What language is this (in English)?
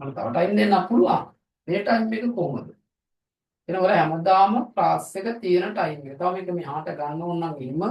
Sinhala